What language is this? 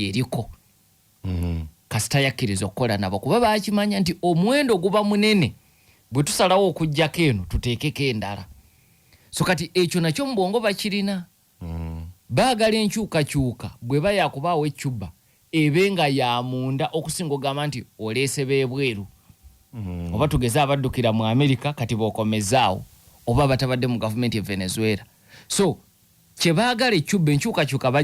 Ganda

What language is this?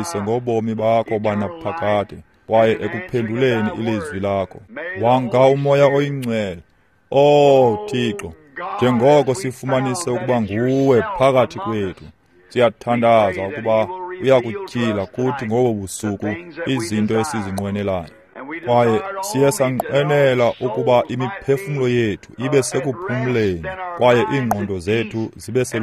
Xhosa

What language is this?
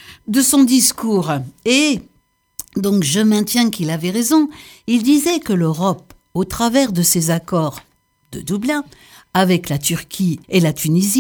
French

